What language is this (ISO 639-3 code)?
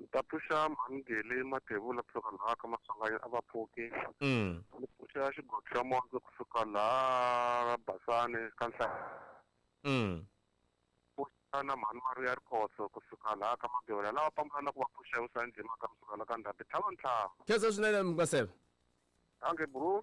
tso